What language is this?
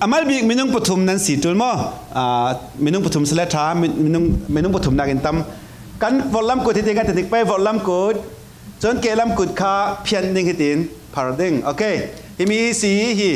Falam Chin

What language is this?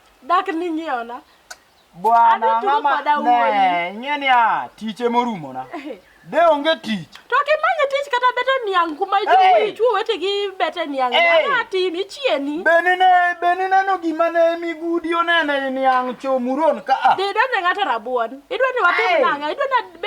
Luo (Kenya and Tanzania)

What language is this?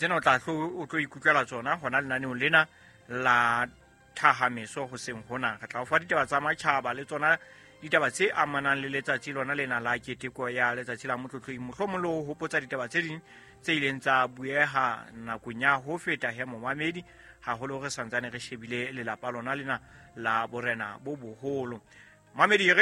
Southern Sotho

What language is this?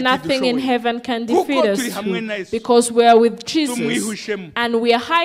Kinyarwanda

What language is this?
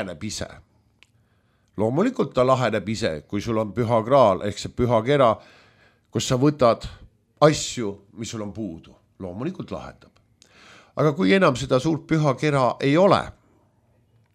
Estonian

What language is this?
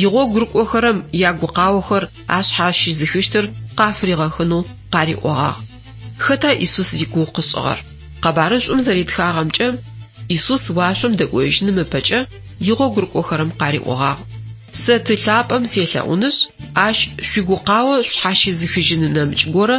Adyghe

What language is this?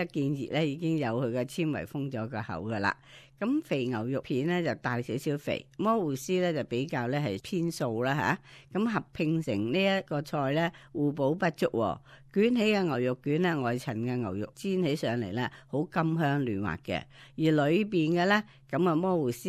Cantonese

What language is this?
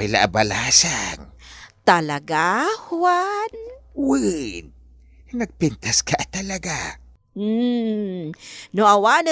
Iloko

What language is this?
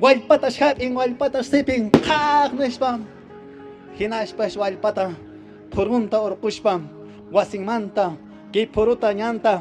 Quechua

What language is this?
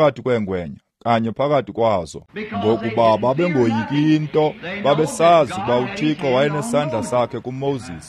Xhosa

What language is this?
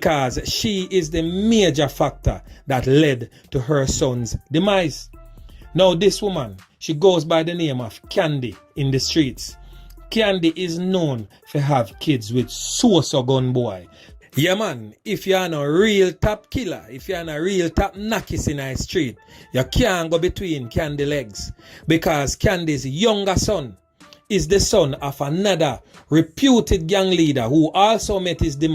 Jamaican Creole English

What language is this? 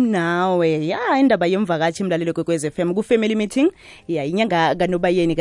South Ndebele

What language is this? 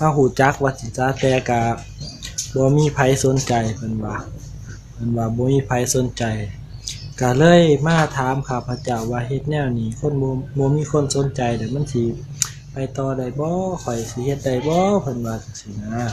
Lao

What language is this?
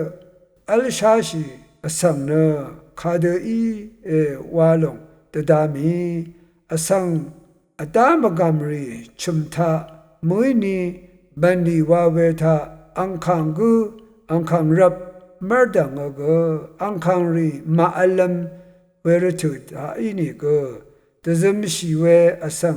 Rawang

